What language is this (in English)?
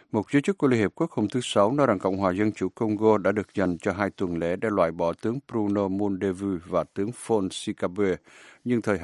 Vietnamese